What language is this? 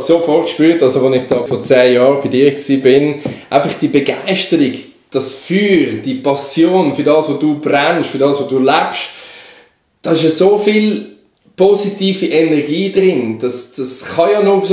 Swiss German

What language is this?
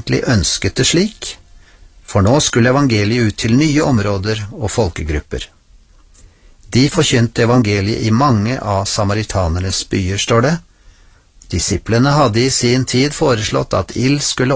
Norwegian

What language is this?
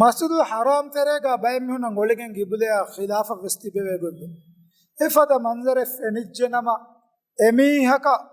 Divehi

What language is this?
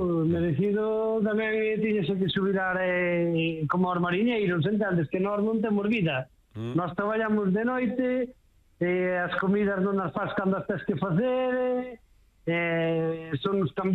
Galician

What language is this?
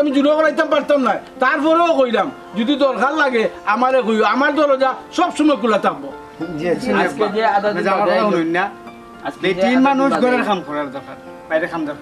Sylheti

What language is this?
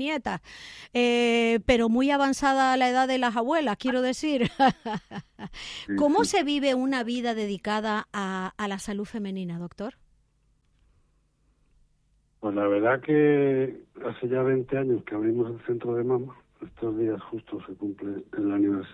Spanish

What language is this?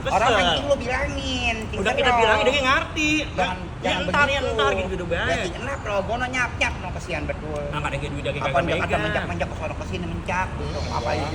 Betawi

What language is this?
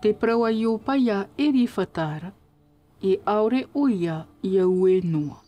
Tahitian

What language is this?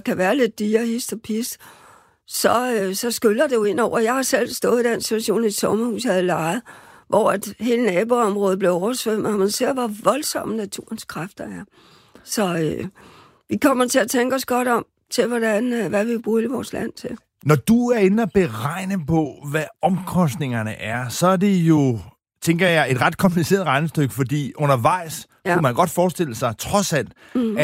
Danish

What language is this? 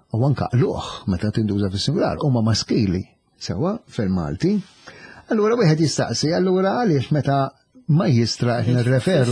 Maltese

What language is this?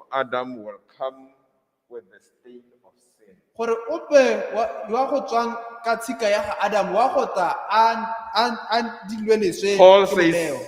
Tswana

